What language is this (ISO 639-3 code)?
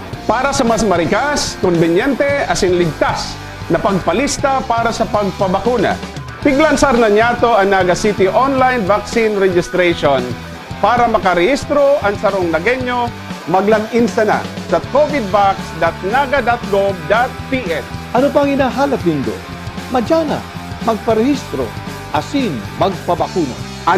bik